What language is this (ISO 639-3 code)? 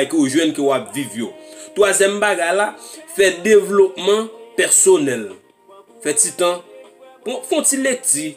hat